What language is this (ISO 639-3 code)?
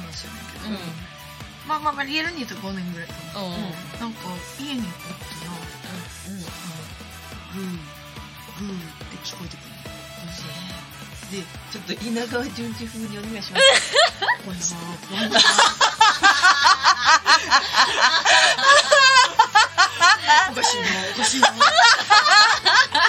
jpn